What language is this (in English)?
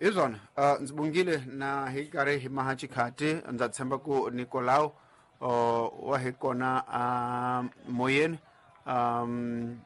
Tsonga